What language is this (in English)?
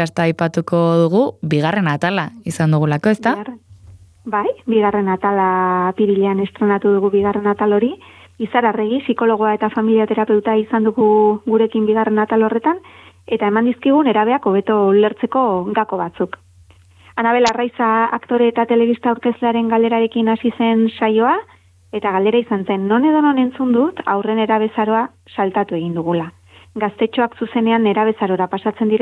Basque